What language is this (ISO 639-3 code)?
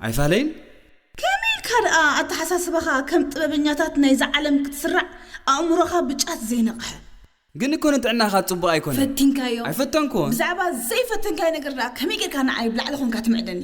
tir